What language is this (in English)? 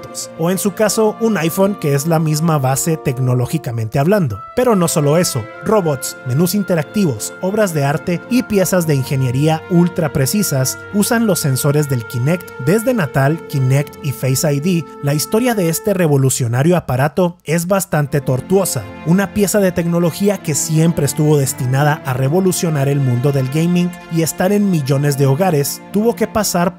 Spanish